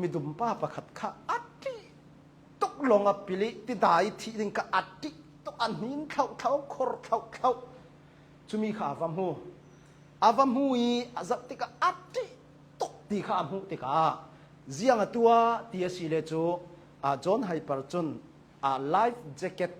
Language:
Hakha Chin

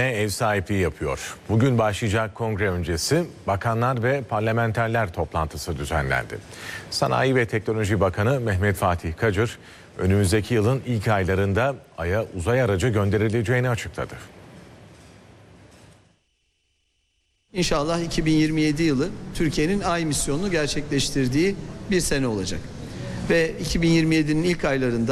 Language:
Turkish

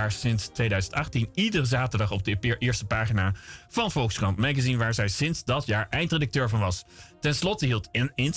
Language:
Dutch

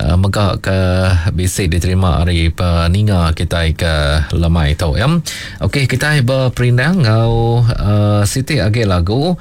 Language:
Iban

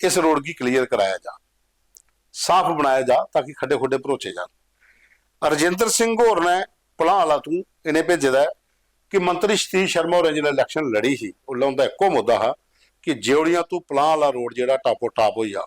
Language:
Dogri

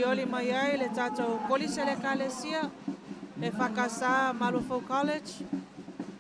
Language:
Samoan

